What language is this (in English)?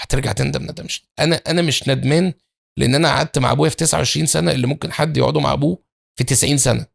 Egyptian Arabic